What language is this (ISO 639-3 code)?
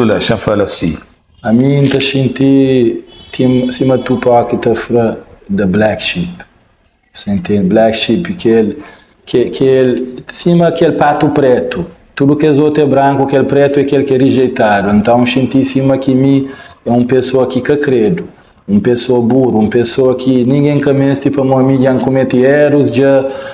kea